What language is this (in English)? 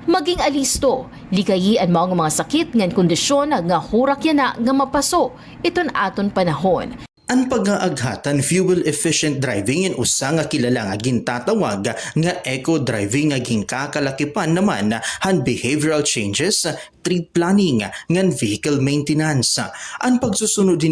Waray